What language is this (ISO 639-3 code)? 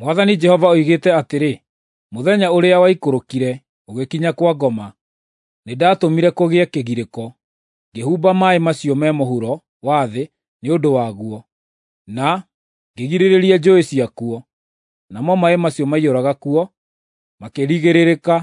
kik